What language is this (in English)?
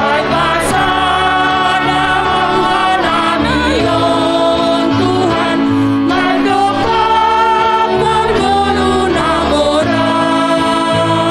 Batak Simalungun